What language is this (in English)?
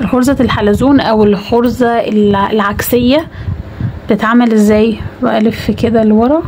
Egyptian Arabic